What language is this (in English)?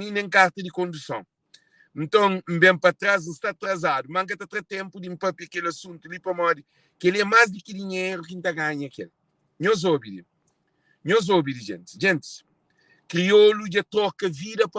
Kabuverdianu